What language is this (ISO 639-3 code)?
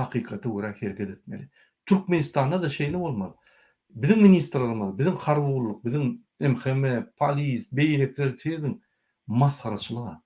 tuk